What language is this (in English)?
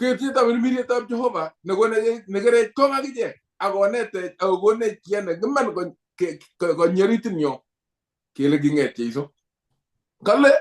Kalenjin